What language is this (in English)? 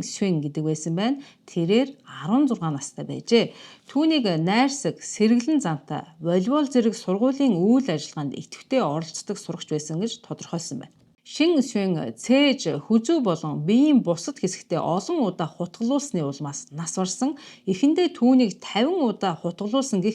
Mongolian